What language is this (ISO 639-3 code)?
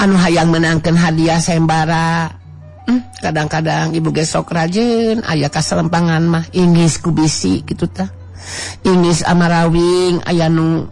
sun